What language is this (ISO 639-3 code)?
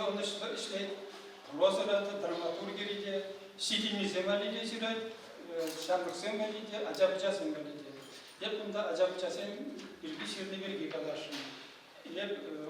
chv